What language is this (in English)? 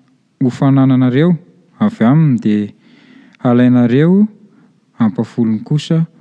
Malagasy